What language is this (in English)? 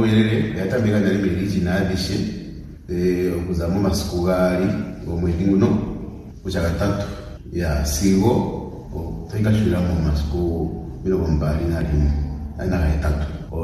Kuanyama